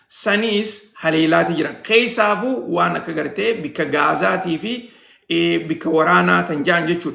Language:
Oromo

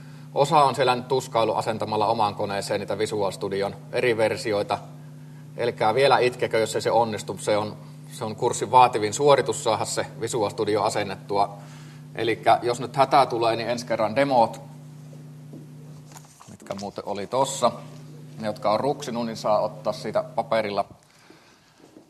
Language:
Finnish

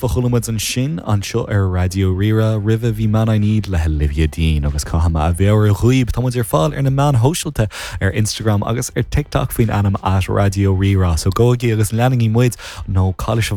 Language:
Irish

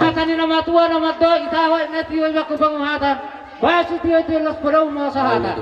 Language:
Batak Toba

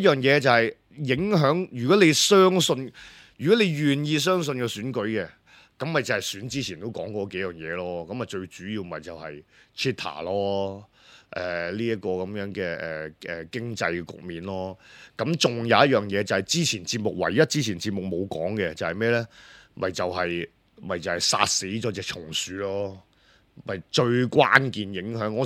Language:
Cantonese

